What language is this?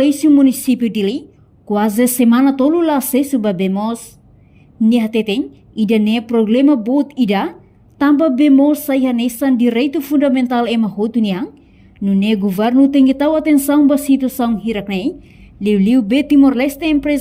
Tetum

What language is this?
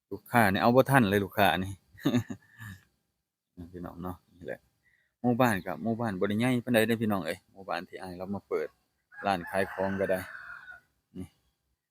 Lao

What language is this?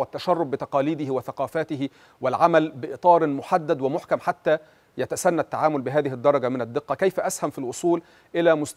Arabic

